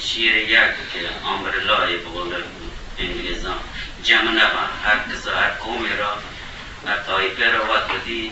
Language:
Eastern Balochi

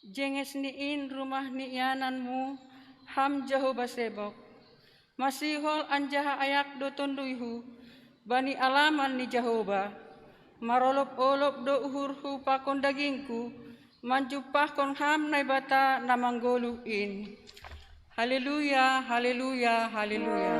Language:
Batak Simalungun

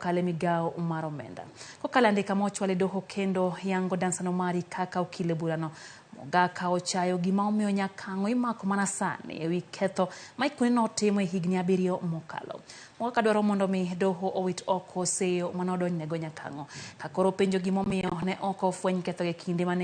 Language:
Luo (Kenya and Tanzania)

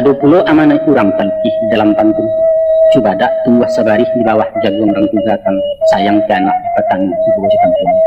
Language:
Minangkabau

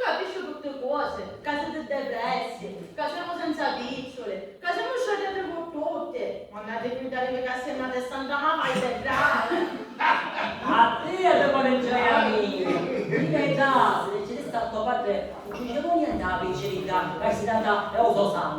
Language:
Sicilian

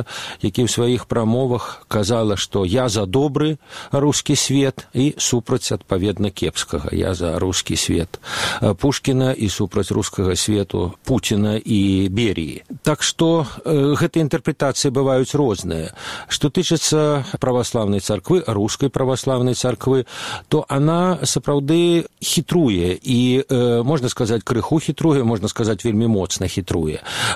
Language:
Belarusian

